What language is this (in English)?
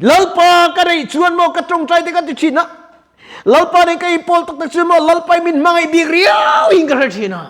Mizo